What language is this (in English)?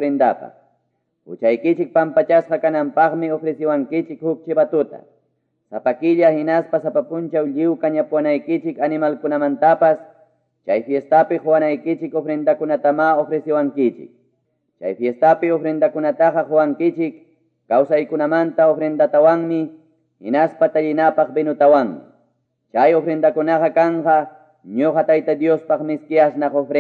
Quechua